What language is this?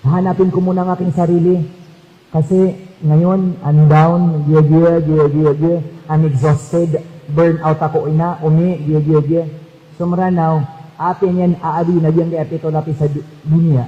Maranao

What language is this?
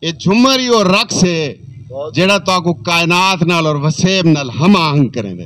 Saraiki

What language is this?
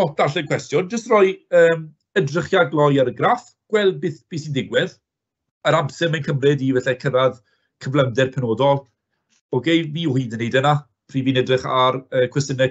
Welsh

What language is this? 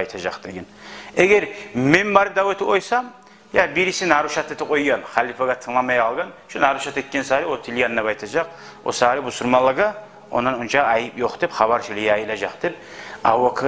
Kumyk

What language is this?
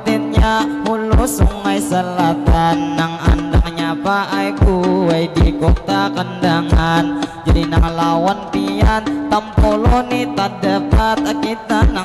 Banjar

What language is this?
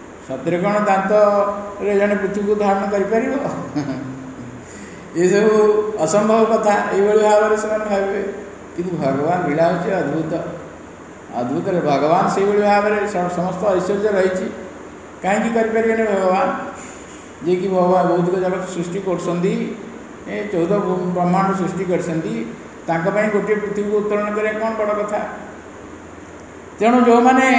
Odia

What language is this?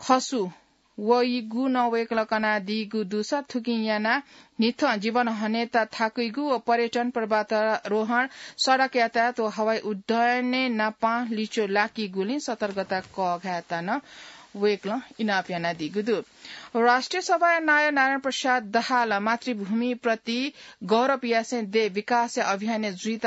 Newari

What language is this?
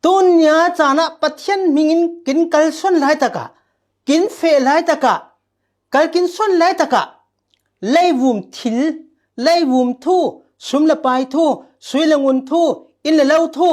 Falam Chin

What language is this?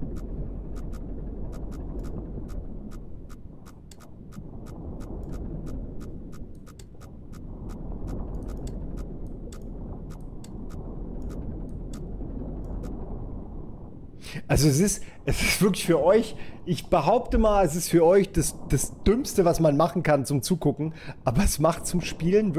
German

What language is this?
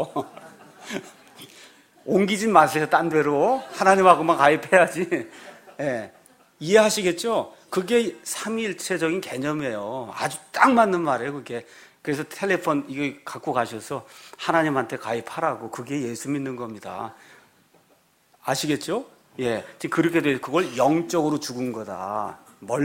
Korean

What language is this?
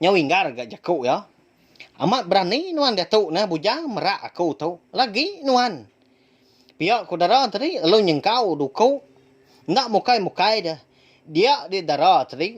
Iban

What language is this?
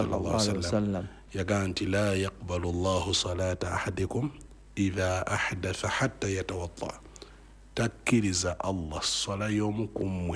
Ganda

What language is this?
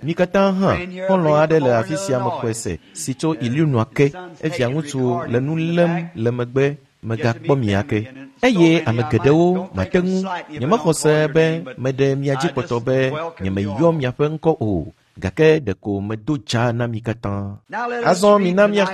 Ewe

